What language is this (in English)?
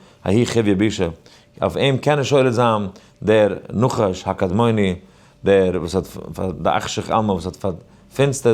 Yiddish